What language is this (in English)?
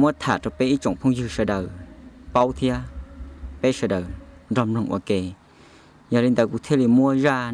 Hmong